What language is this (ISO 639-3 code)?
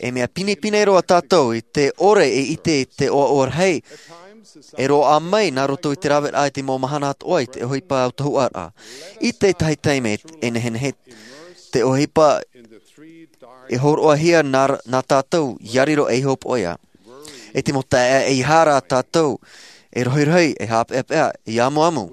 tah